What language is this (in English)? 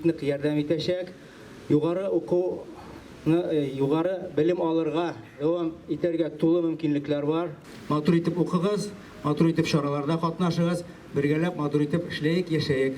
Tatar